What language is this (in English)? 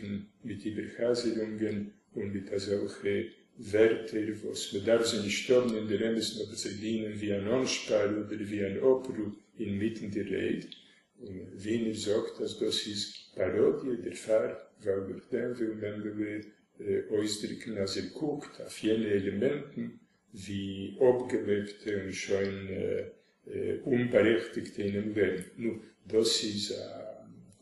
Yiddish